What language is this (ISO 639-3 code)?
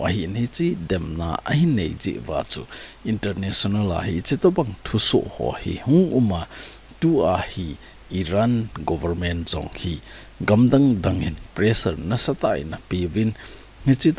tcz